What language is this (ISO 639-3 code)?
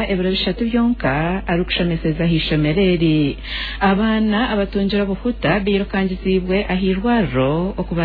nyn